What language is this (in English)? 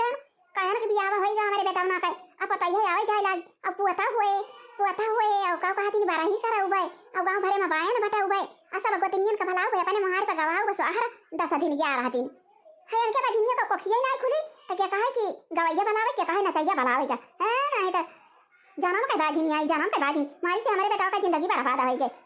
Awadhi